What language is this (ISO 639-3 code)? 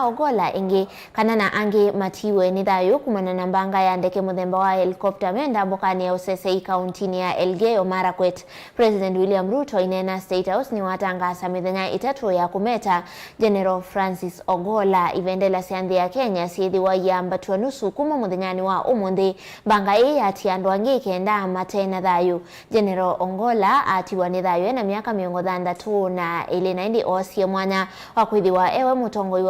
kam